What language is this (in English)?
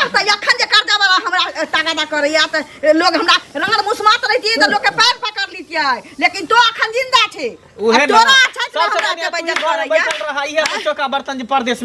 Maithili